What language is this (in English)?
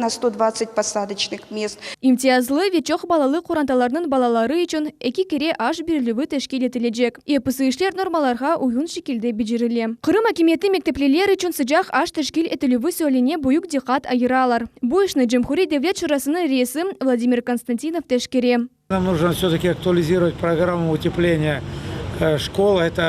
Crimean Tatar